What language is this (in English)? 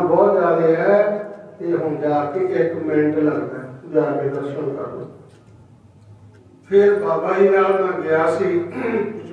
Punjabi